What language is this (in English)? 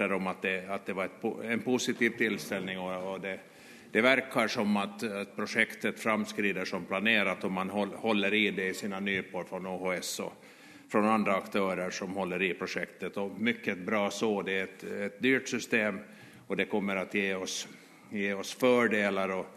Swedish